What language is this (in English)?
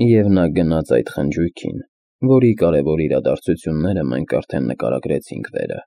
Armenian